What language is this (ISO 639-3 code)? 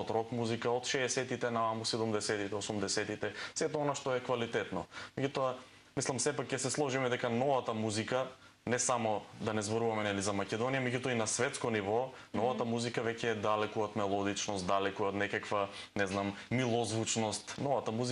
mkd